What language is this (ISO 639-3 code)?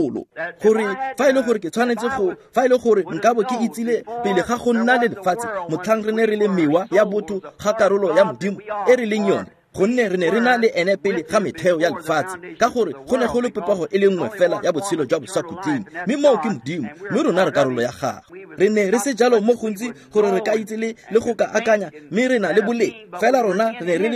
tsn